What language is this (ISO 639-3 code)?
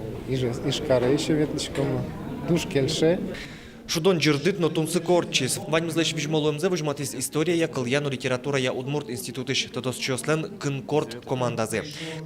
udm